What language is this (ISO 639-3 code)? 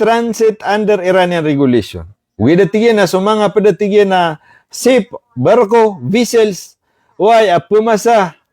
mrw